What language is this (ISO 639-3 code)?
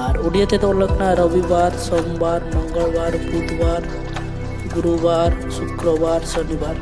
sat